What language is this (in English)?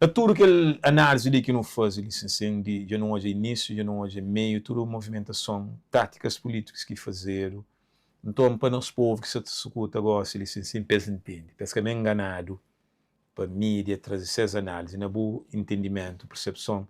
Kabuverdianu